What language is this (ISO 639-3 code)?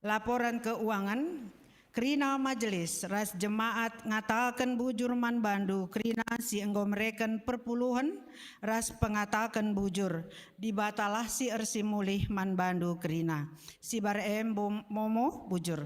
btx